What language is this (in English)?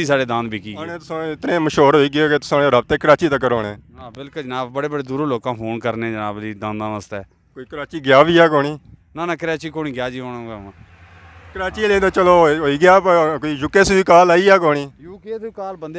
Pahari-Potwari